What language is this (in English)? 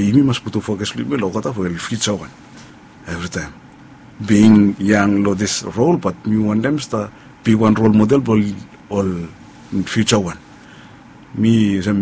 Bislama